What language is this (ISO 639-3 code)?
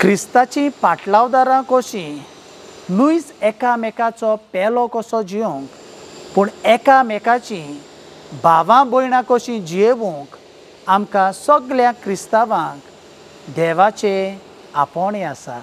kok